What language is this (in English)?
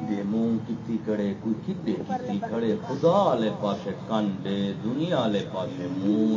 Saraiki